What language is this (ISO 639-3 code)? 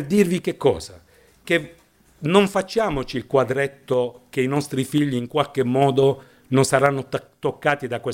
ita